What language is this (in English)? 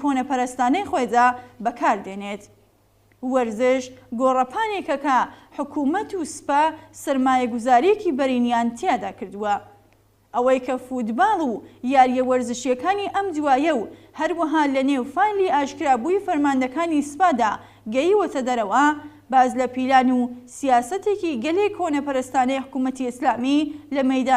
Central Kurdish